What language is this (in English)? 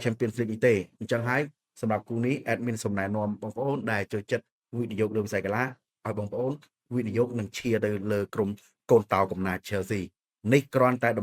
Khmer